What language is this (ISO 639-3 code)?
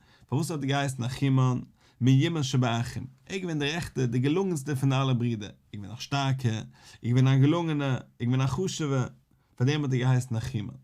yid